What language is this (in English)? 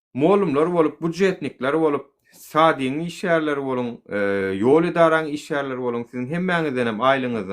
Turkmen